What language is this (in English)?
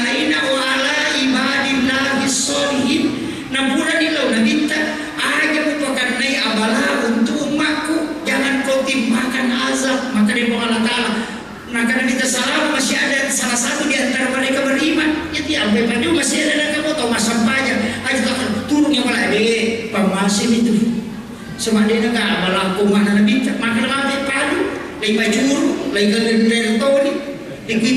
Buginese